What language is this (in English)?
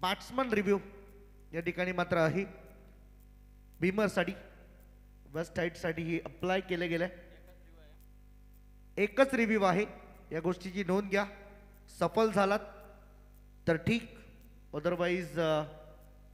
Marathi